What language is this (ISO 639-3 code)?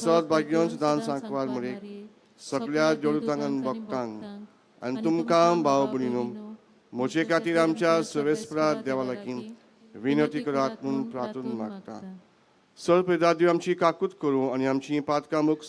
kok